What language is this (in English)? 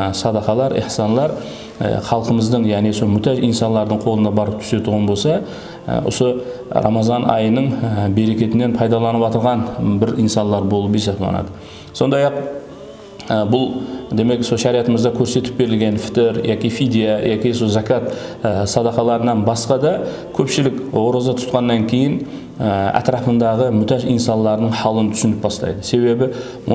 Kara-Kalpak